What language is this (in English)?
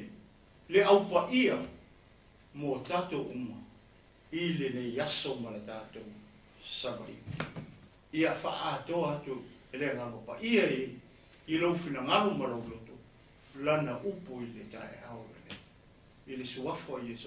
Samoan